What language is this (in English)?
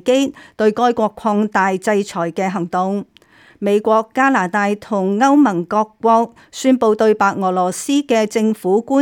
Cantonese